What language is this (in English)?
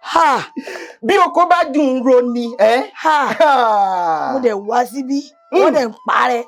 Yoruba